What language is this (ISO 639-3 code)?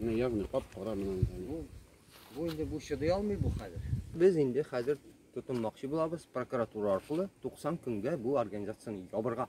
tat